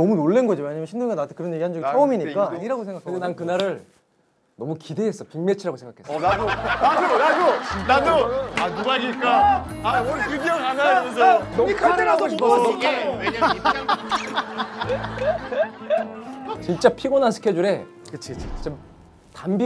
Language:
Korean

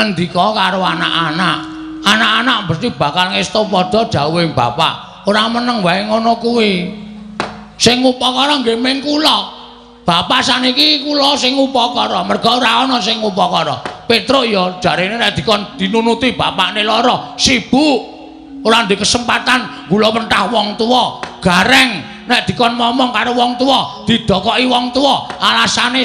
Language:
Javanese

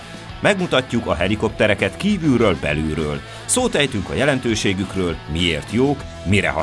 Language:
Hungarian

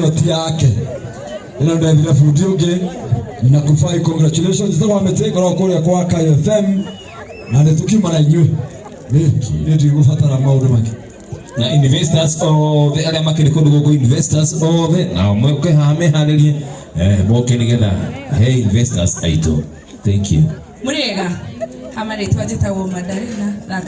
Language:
Kikuyu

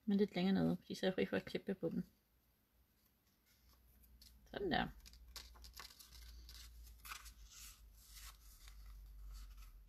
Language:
Danish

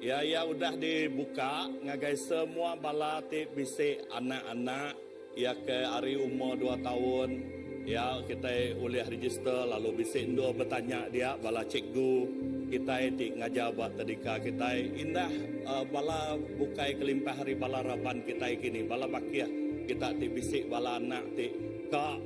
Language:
Iban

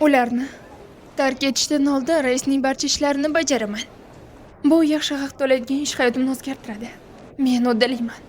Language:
Uzbek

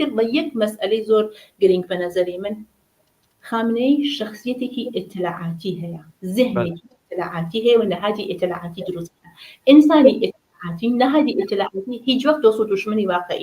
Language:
Central Kurdish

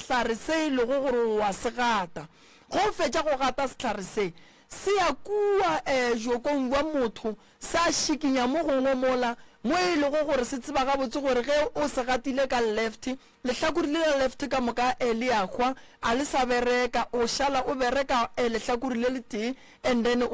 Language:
Northern Sotho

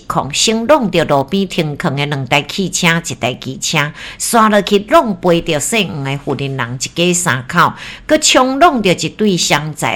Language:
Min Nan Chinese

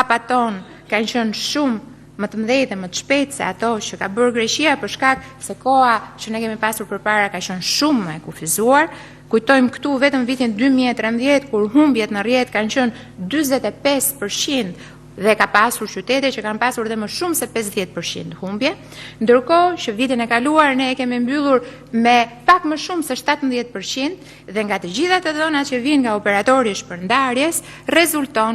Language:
Albanian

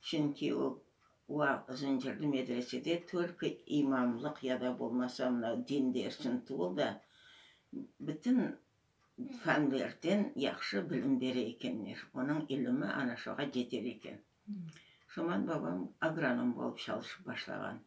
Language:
Crimean Tatar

